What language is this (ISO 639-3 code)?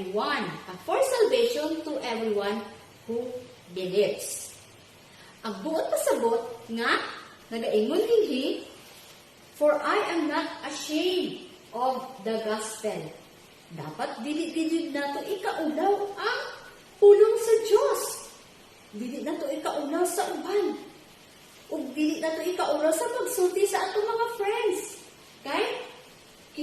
ceb